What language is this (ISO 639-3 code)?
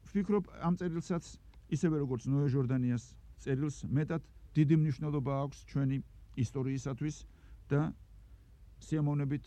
kat